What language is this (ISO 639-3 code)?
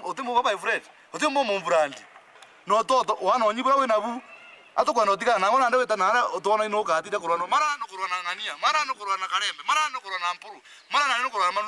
mer